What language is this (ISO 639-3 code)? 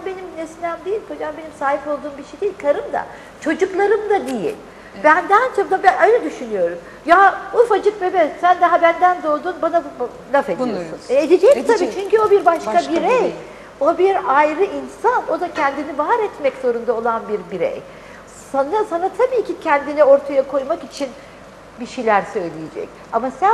tur